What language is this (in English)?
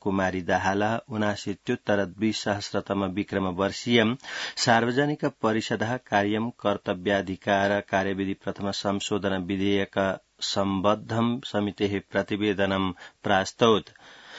Sanskrit